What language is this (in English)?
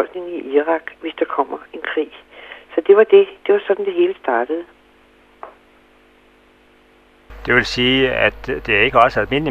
Danish